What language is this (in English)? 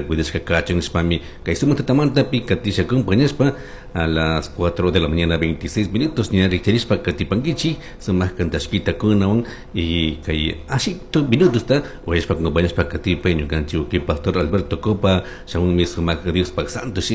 Chimborazo Highland Quichua